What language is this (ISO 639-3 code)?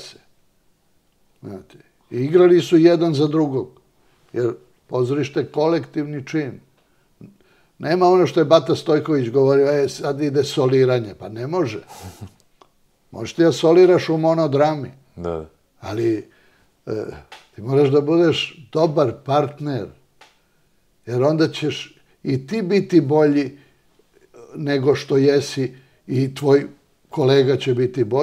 srp